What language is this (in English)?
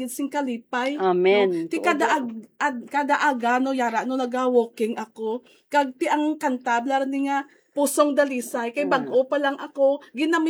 Hiligaynon